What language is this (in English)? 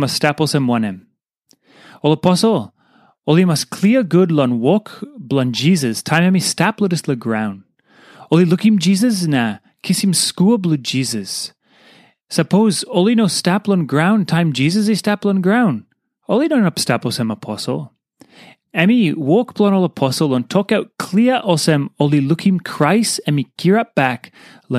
Tok Pisin